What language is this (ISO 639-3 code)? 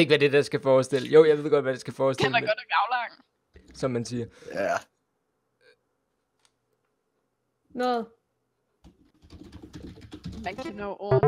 dan